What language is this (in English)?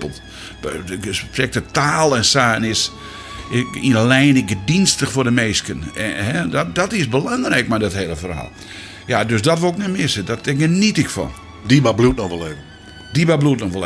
Western Frisian